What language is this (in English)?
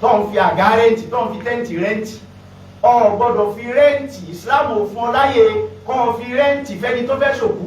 Yoruba